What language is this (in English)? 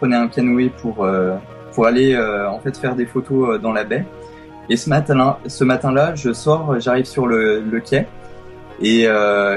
French